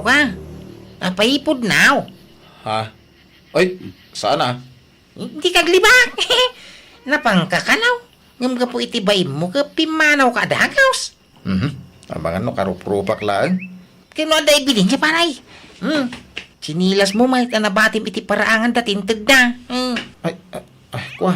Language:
Iloko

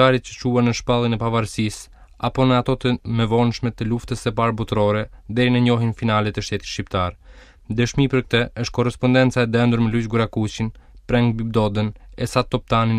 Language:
Albanian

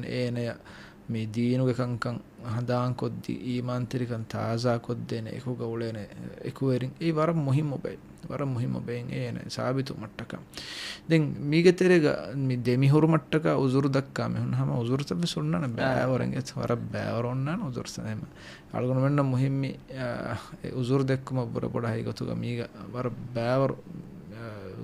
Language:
Divehi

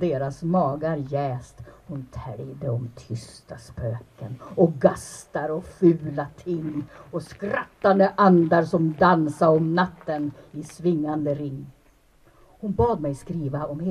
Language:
Swedish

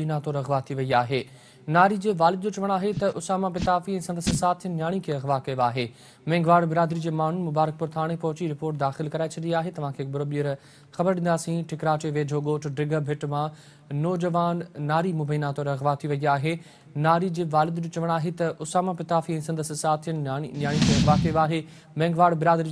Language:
Sindhi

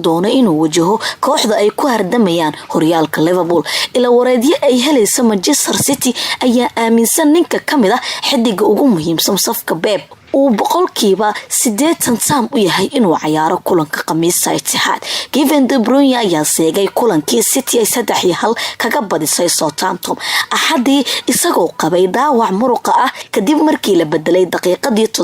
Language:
Somali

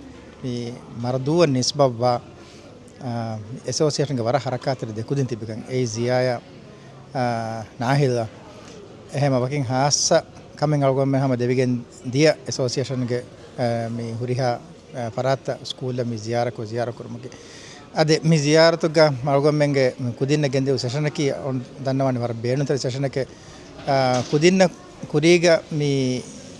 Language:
Divehi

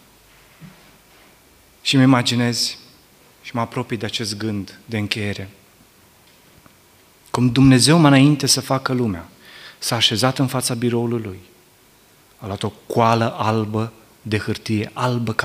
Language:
Romanian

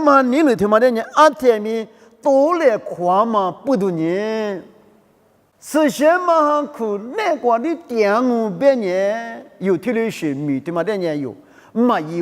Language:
Lisu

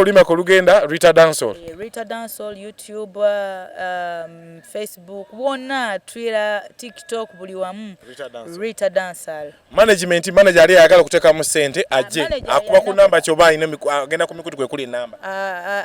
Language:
Ganda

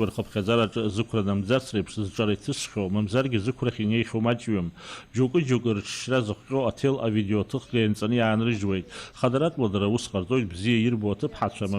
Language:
Abkhazian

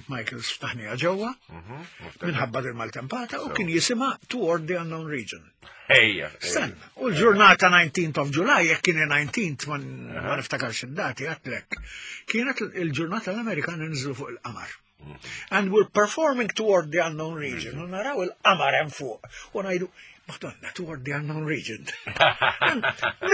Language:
Maltese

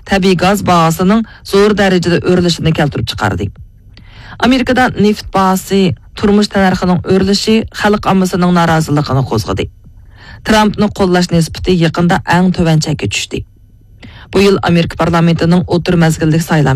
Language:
Uyghur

